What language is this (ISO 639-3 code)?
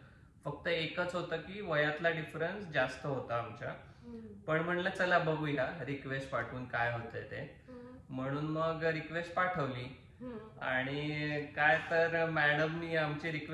mar